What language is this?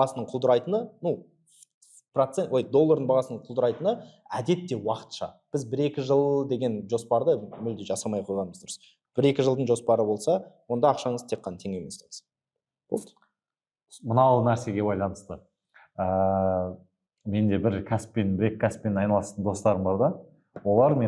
Kazakh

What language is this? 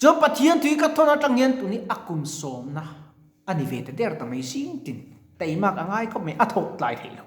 Mizo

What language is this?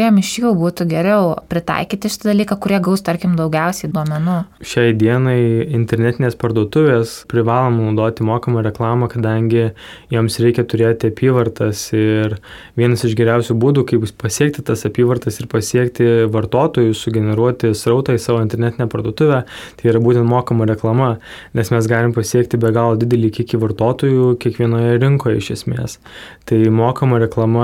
Lithuanian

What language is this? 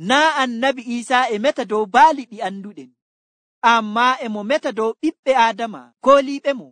Nigerian Fulfulde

